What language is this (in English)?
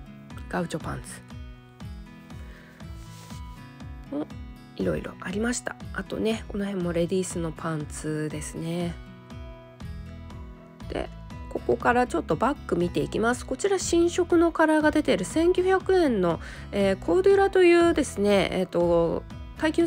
Japanese